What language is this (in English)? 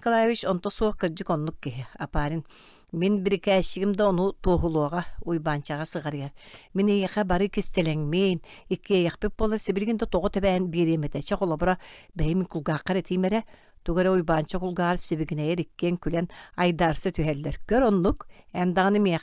Yakut